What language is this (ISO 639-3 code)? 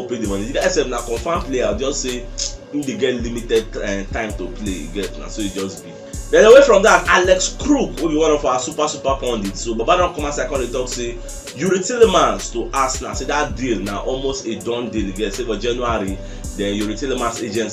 pcm